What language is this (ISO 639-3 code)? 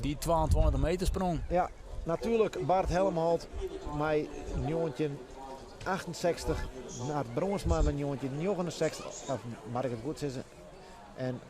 fry